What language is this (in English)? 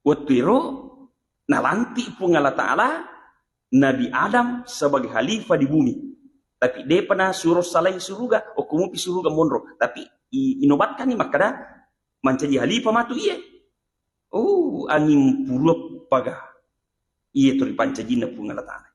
Buginese